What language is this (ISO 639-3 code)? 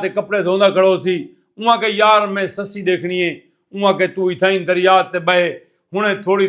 skr